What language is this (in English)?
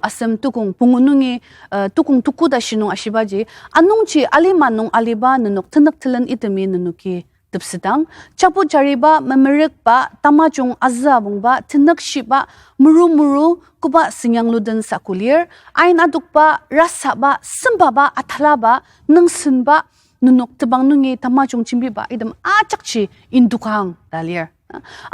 Ao Naga